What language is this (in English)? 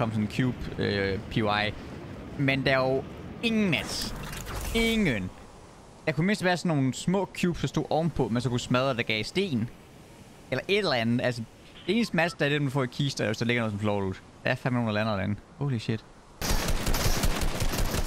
Danish